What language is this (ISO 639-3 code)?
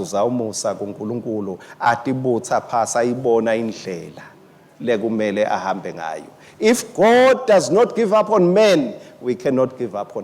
ssw